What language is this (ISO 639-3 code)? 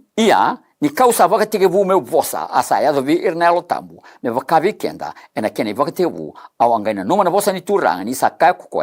fij